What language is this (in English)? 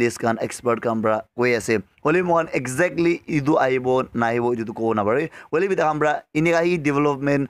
Naga Pidgin